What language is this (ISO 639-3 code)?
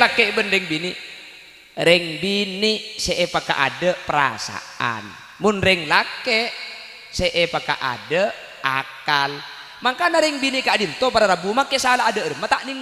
mad